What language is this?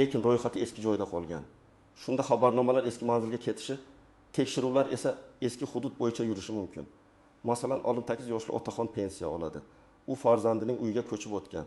Uzbek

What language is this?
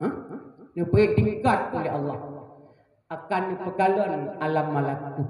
Achinese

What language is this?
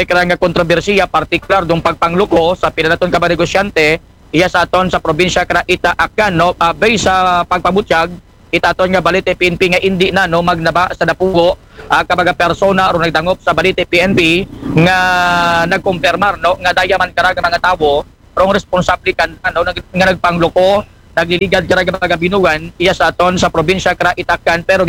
Aklanon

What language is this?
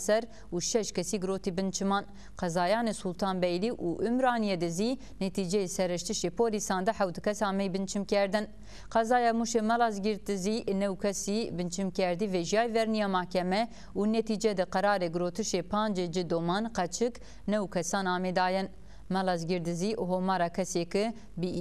Zaza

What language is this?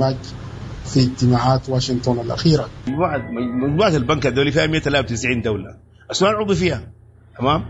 Sudanese Arabic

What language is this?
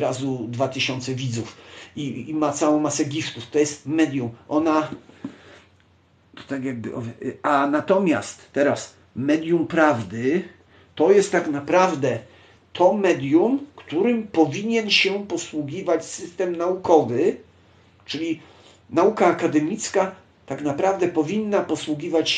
Polish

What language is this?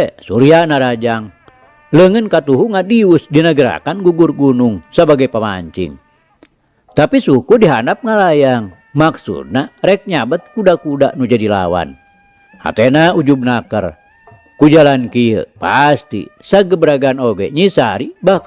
Sundanese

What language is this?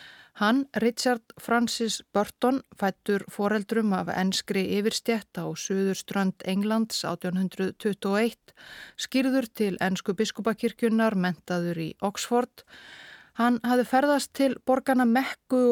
Icelandic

